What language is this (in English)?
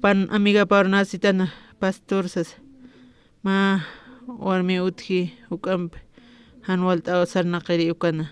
Aymara